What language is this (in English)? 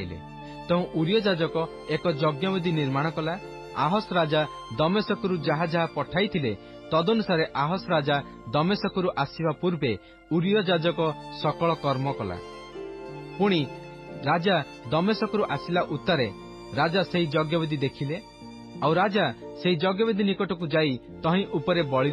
Odia